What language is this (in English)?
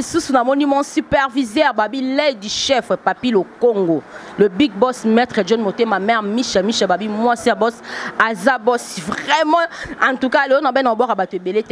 Lingala